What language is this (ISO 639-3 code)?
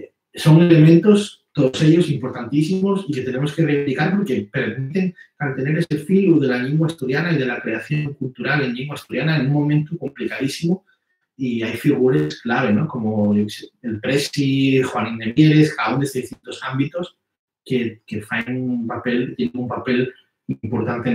ast